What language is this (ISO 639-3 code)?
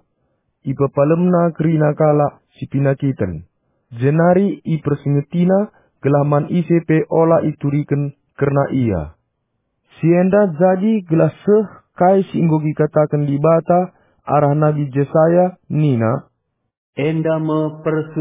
btx